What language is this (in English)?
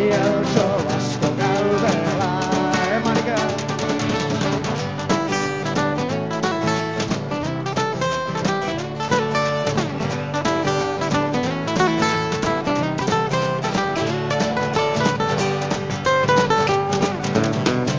Basque